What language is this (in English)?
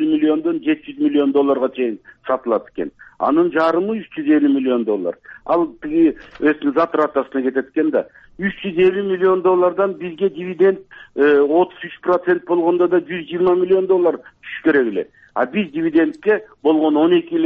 Kyrgyz